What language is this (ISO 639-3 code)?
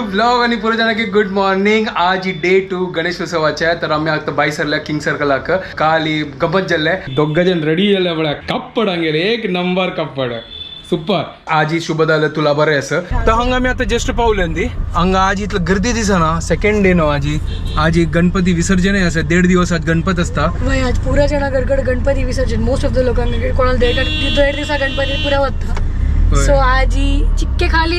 kok